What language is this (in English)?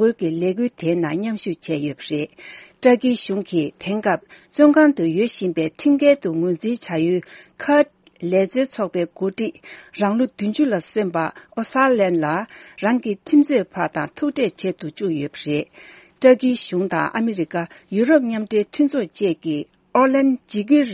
Tibetan